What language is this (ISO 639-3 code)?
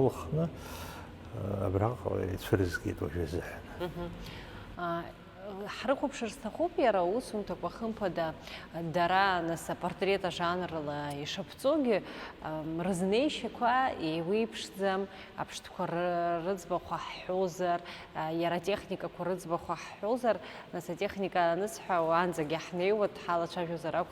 abk